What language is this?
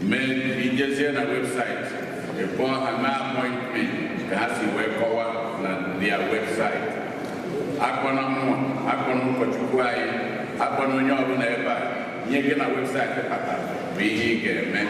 Igbo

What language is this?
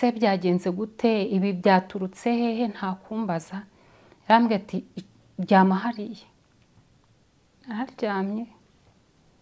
Kinyarwanda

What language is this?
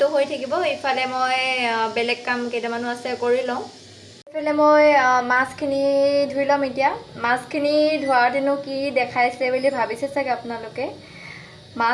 Assamese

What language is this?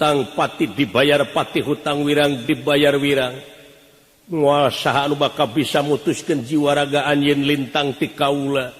Sundanese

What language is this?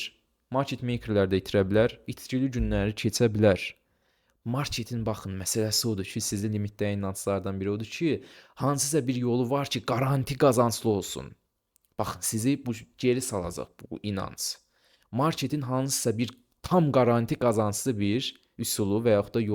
Azerbaijani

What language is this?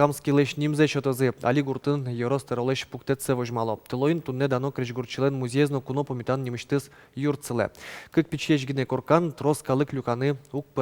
Udmurt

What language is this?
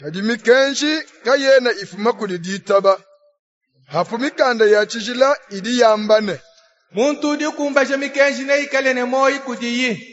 Luba-Lulua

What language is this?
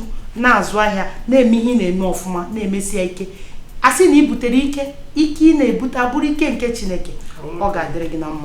Igbo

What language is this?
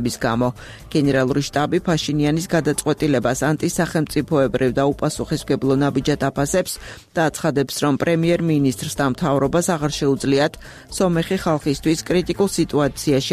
Georgian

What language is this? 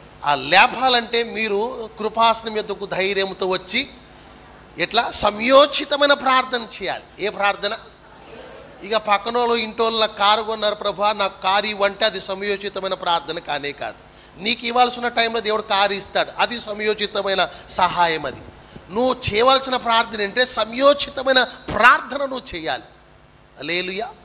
Telugu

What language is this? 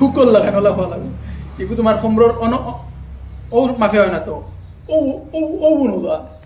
Sylheti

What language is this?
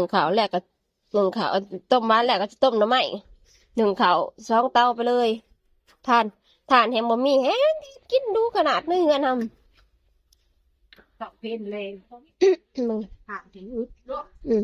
Northeastern Thai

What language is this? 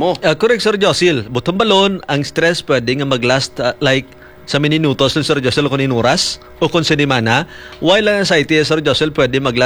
Hiligaynon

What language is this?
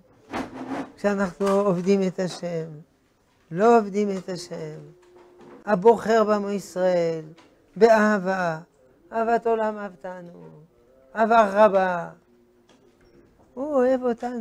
Hebrew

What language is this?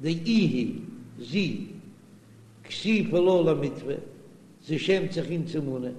Yiddish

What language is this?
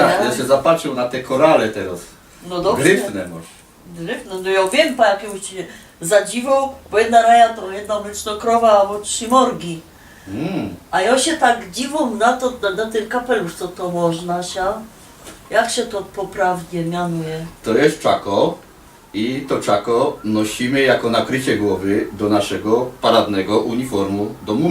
Silesian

